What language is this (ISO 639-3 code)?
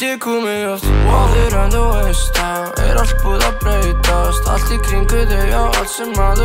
isl